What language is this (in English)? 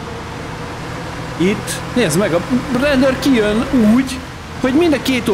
Hungarian